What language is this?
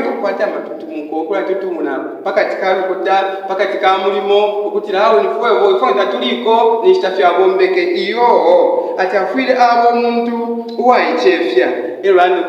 Bemba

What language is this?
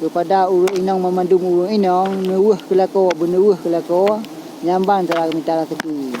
Achinese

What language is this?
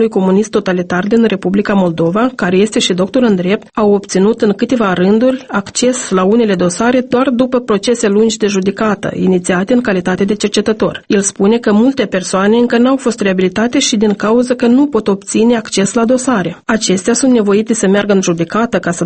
Romanian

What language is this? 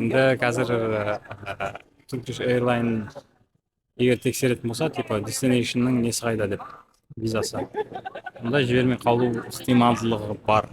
Kazakh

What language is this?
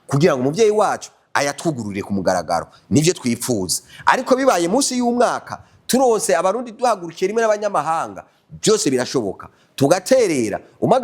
Rundi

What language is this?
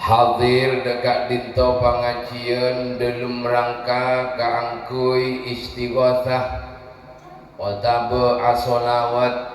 Madurese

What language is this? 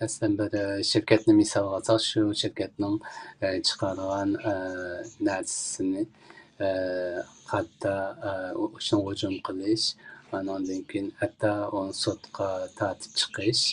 Uyghur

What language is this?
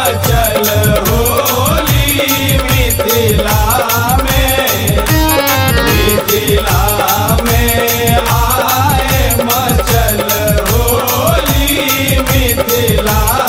Maithili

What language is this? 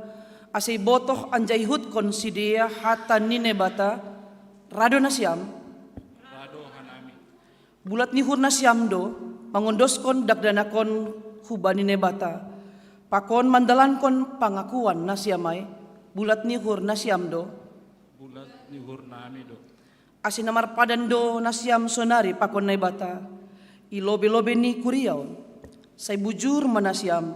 Batak Simalungun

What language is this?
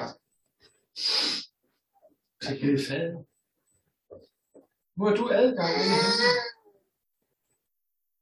Danish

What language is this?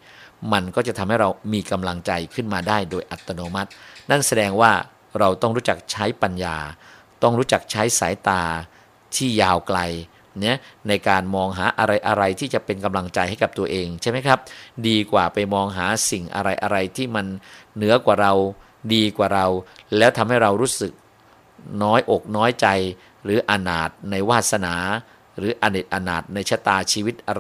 Thai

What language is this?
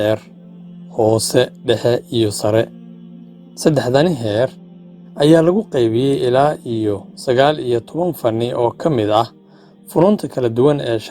Somali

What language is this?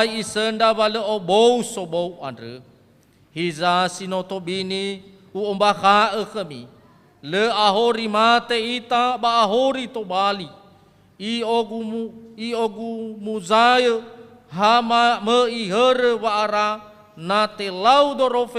Nias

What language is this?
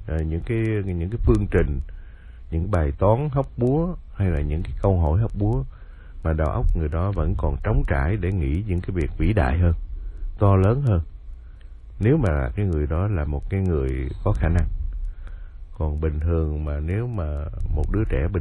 Vietnamese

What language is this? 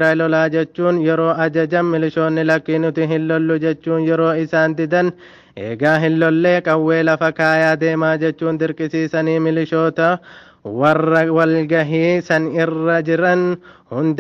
Oromo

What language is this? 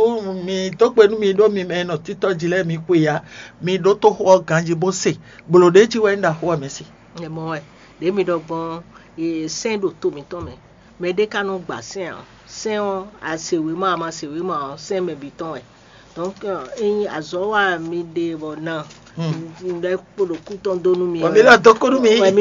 Fon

